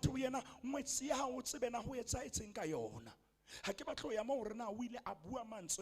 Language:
Southern Sotho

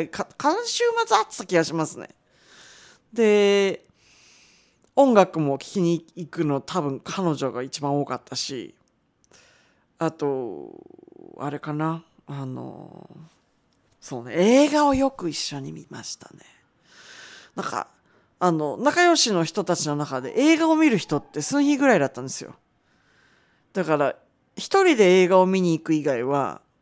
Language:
Japanese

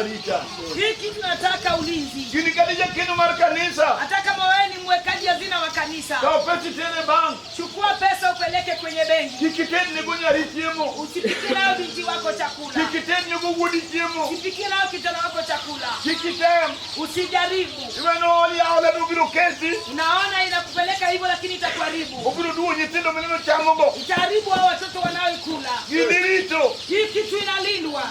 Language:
Luo (Kenya and Tanzania)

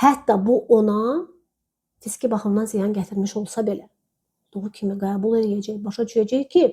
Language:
Azerbaijani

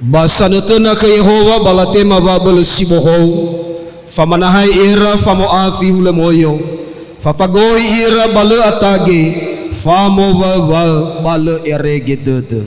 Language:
Nias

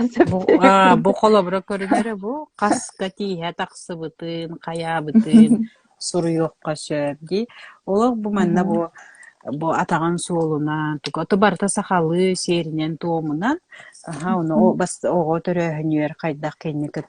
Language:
Yakut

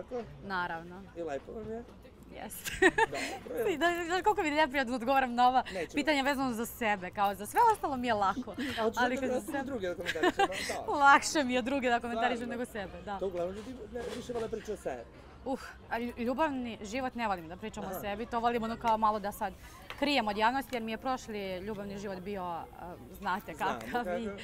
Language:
Serbian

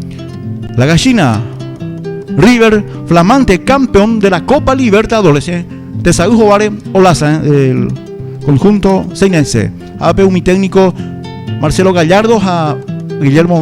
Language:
Guarani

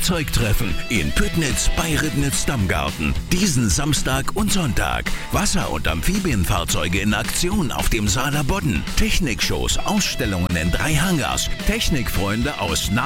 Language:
German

